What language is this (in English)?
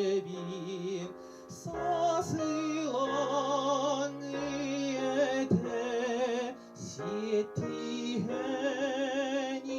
Yakut